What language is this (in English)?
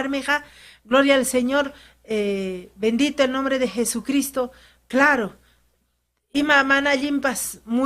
Ayacucho Quechua